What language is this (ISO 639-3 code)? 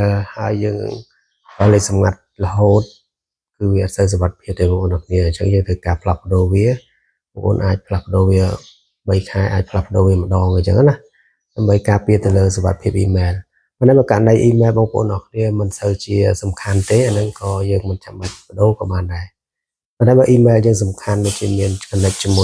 khm